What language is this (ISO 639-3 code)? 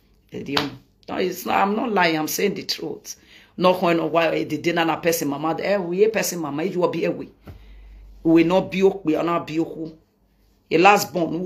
pcm